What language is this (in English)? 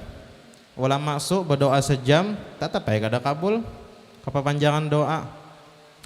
Banjar